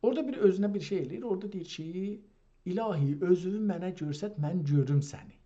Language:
South Azerbaijani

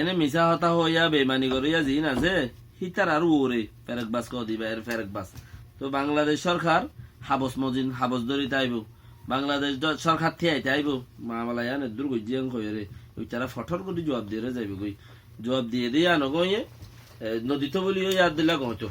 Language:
Rohingya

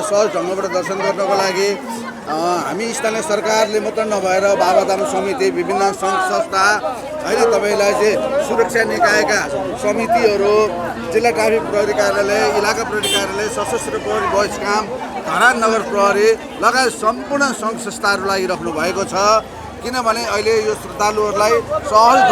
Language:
Nepali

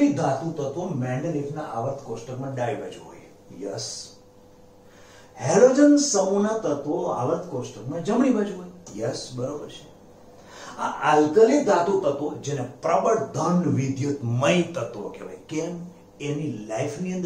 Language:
Gujarati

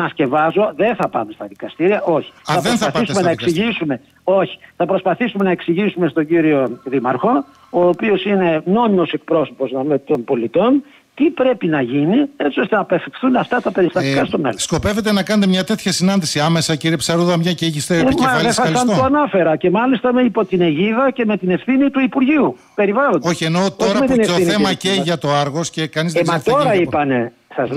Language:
Greek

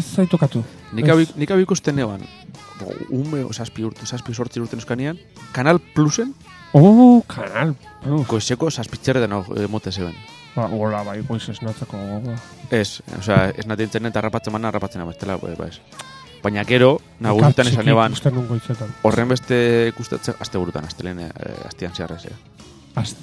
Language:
Basque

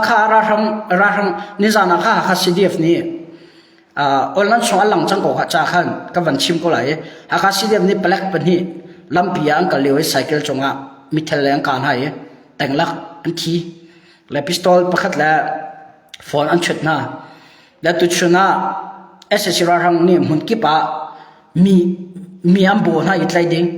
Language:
Hakha Chin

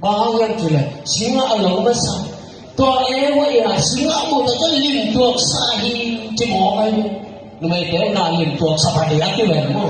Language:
Tedim Chin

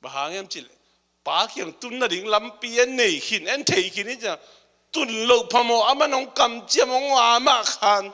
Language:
Tedim Chin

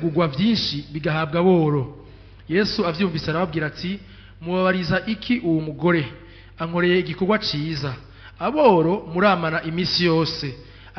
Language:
Rundi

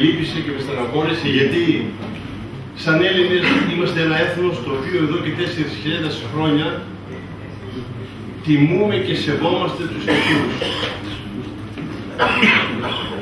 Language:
Greek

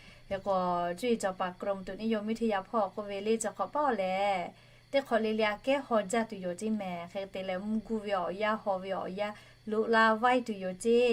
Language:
Lahu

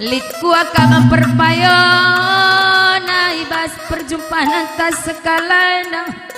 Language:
Batak Karo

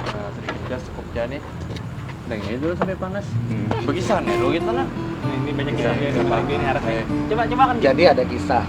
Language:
Banjar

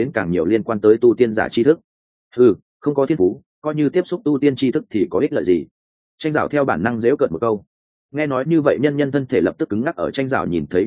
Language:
Vietnamese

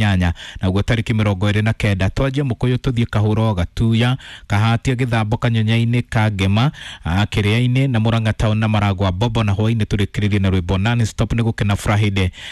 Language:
Kikuyu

